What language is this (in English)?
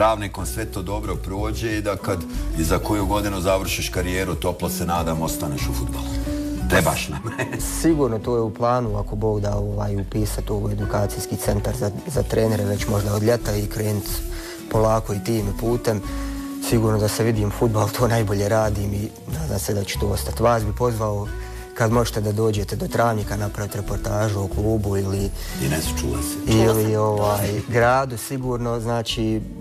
Bosnian